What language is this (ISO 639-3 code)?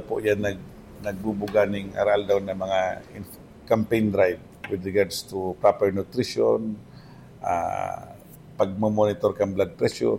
bik